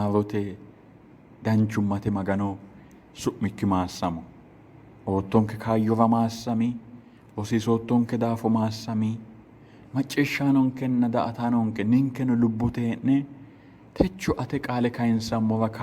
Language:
Sidamo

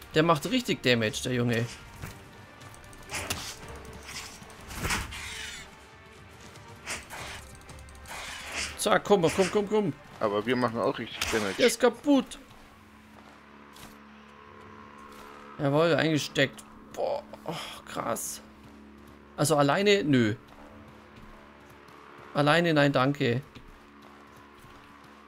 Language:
German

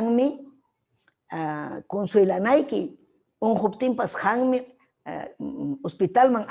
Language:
Ayacucho Quechua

